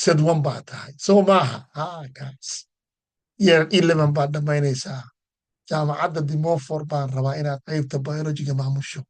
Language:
Somali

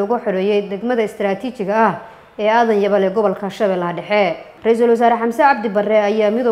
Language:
Somali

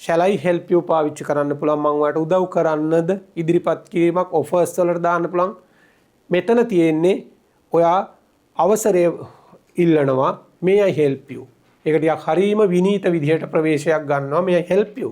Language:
Sinhala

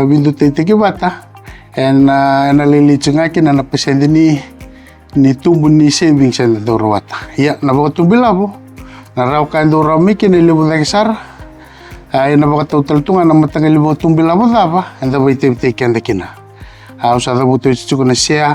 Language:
Fijian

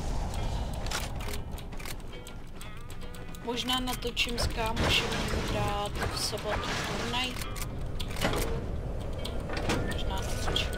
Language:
Czech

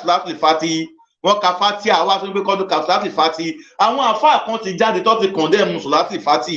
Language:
Yoruba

